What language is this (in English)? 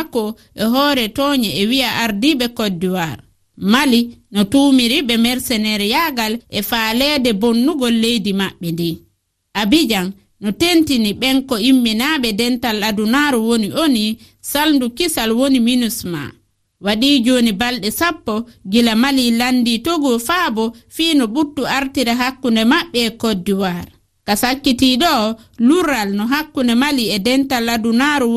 Fula